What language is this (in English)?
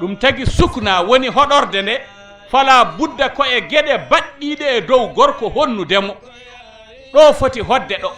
Fula